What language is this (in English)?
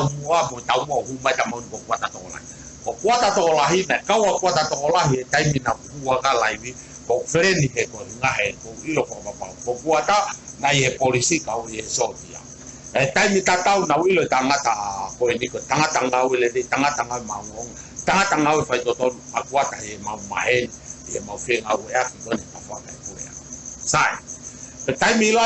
Tongan